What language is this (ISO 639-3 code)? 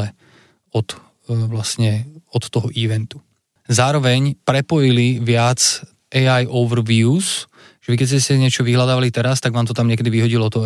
slk